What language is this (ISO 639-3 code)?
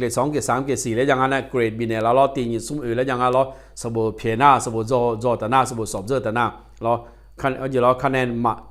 ahk